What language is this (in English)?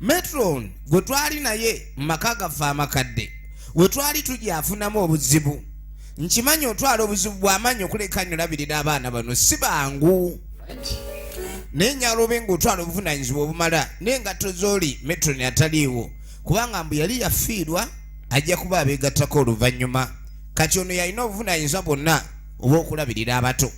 Ganda